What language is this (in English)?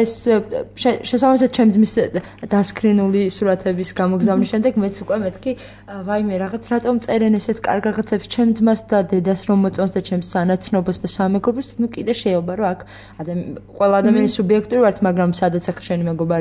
Georgian